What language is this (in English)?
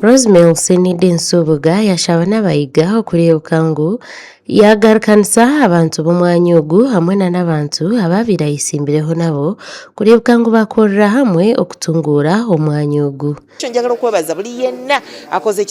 Nyankole